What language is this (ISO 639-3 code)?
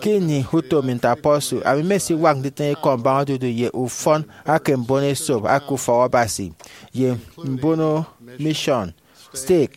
efi